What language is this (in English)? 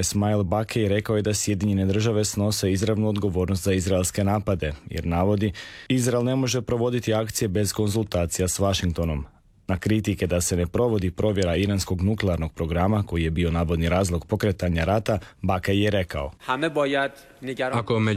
Croatian